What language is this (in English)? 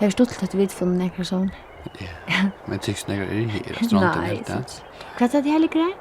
Faroese